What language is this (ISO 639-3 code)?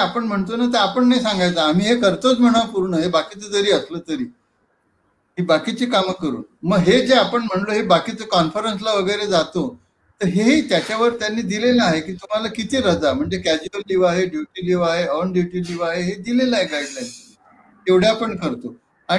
mar